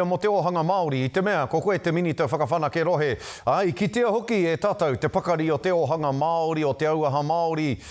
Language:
Māori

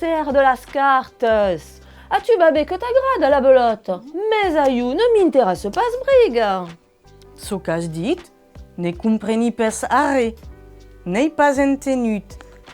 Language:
Occitan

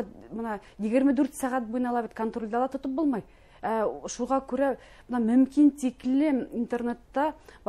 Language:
Bashkir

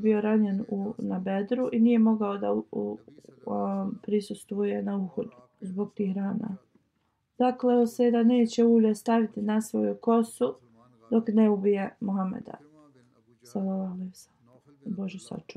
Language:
Bosnian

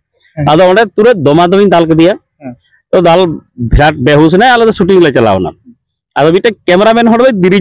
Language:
Santali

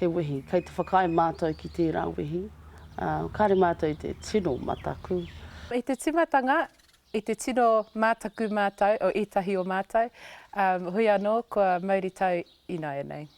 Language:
Māori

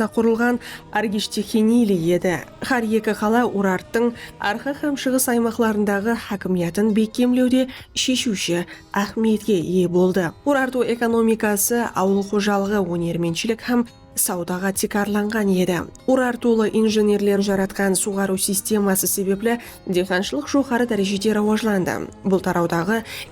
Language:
Kara-Kalpak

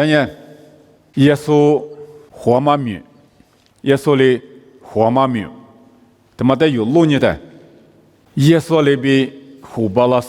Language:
Lisu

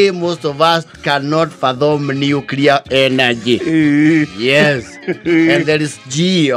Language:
Kikuyu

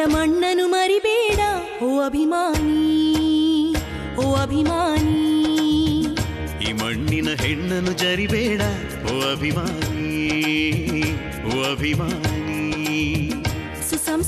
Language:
Kannada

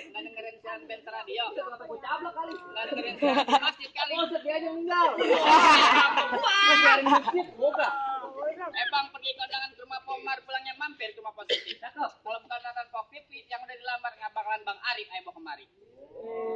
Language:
Betawi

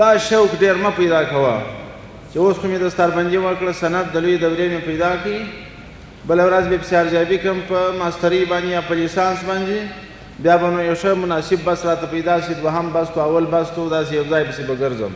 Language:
Pashto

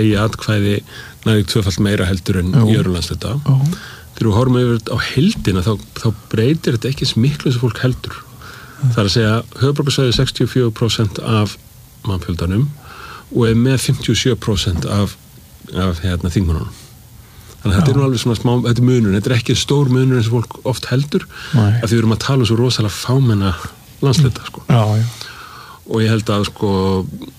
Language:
Icelandic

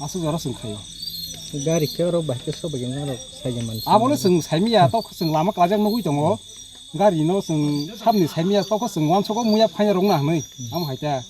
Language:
Kok Borok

